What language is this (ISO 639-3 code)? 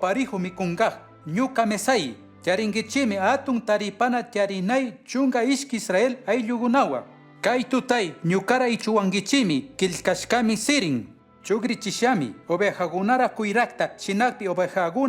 qug